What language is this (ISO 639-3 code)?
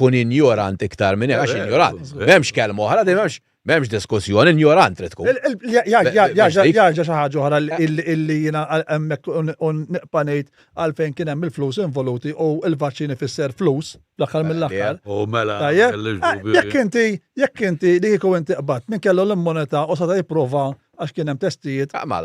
mlt